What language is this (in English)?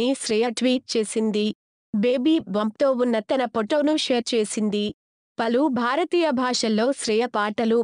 Telugu